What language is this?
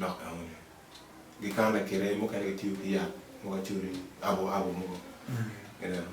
Acoli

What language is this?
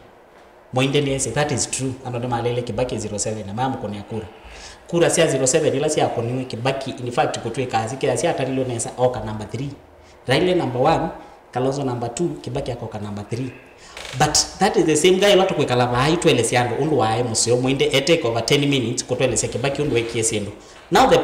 Kamba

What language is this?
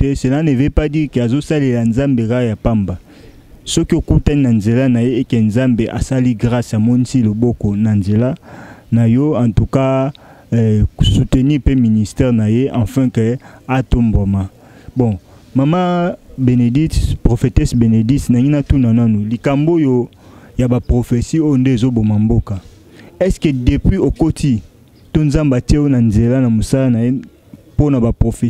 Lingala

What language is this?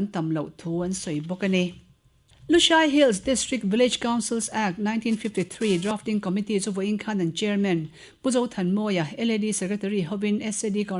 Mizo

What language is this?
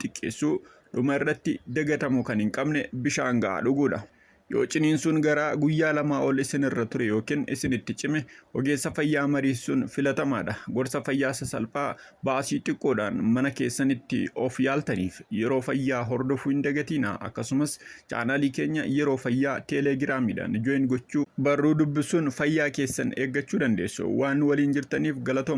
Oromo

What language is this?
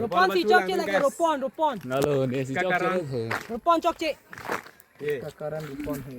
Karbi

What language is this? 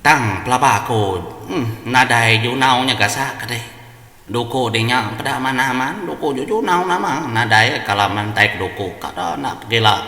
Iban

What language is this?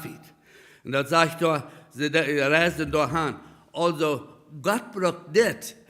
Plautdietsch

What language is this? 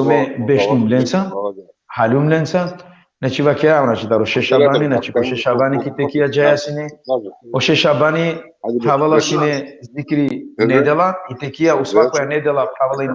Balkan Romani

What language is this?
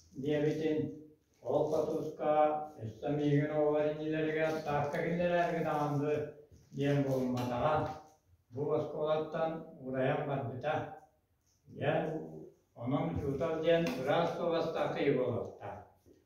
Yakut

